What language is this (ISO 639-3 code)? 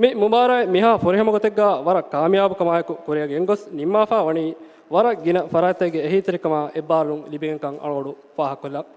div